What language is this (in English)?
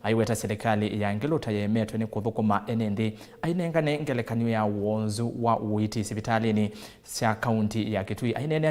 Kamba